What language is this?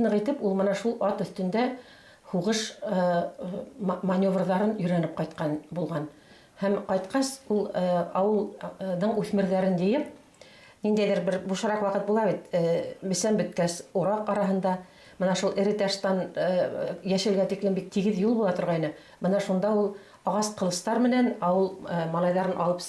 Bashkir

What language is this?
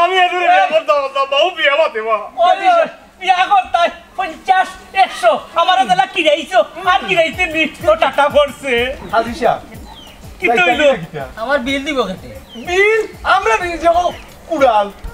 Sylheti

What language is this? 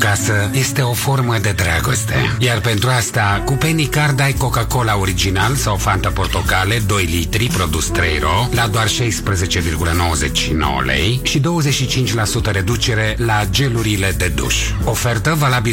Romanian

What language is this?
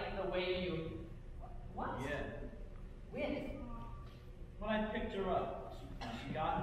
English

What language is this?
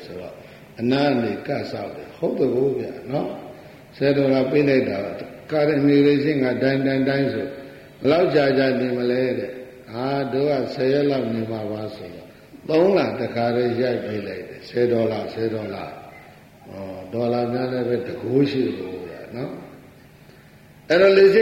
Burmese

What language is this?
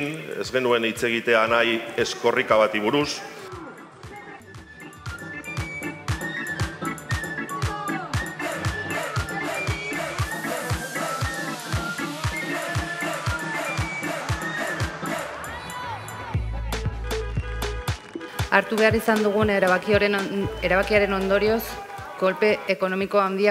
Basque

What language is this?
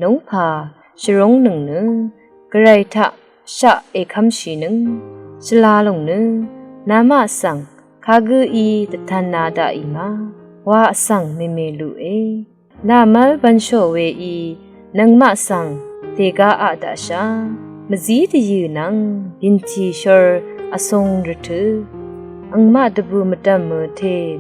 Rawang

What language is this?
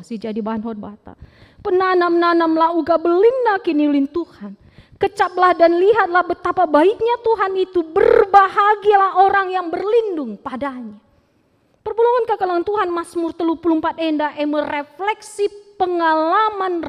Batak Karo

